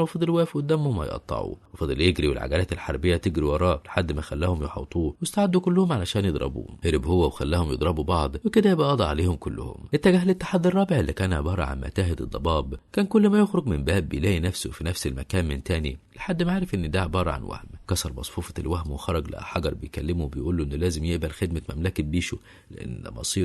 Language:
Egyptian Arabic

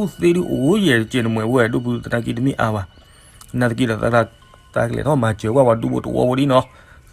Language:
S'gaw Karen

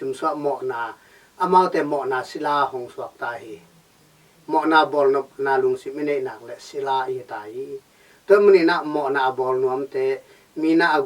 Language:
Tedim Chin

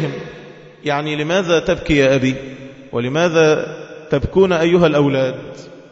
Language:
Arabic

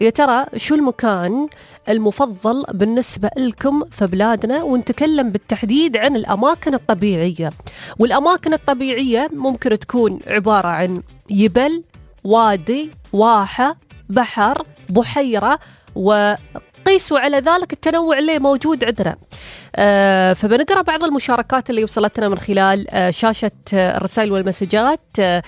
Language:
Gulf Arabic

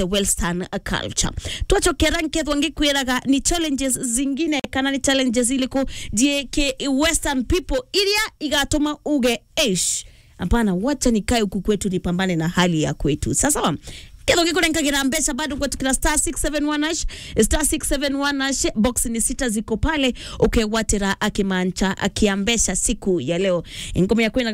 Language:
Meru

